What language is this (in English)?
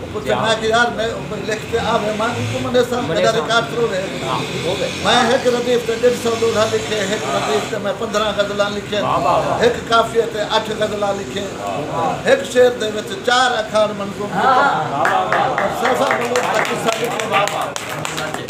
Saraiki